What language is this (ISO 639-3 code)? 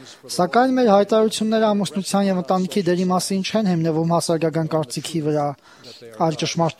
hye